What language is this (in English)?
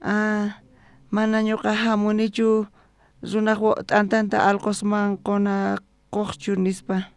South Bolivian Quechua